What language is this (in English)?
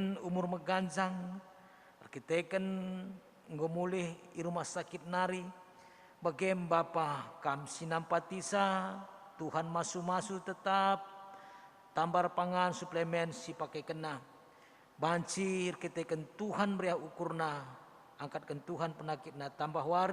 Batak Karo